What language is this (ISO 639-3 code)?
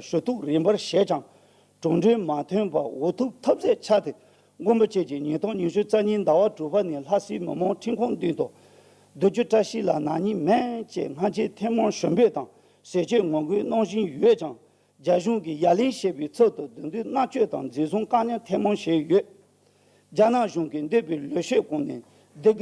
bod